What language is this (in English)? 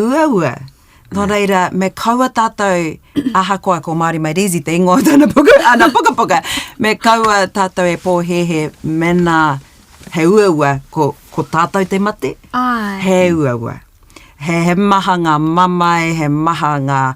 Māori